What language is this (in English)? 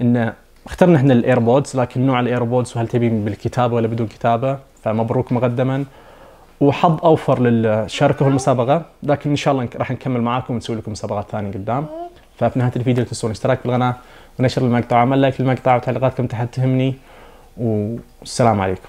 Najdi Arabic